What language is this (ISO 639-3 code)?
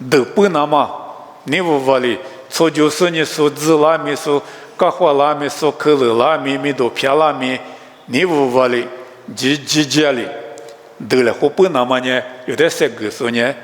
lis